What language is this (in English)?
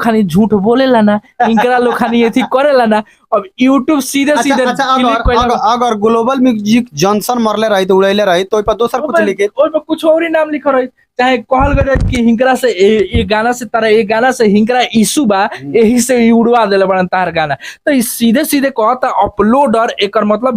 Bhojpuri